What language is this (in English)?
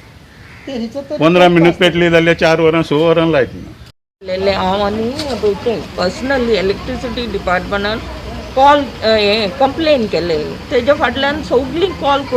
Konkani